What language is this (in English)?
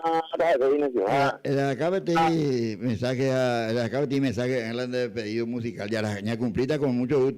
Guarani